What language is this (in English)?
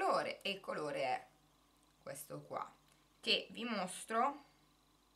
Italian